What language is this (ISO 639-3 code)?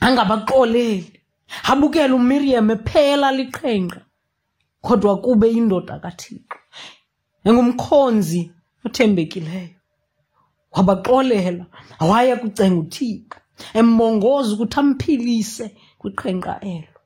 xho